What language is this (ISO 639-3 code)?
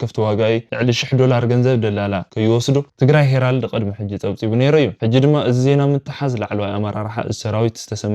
tir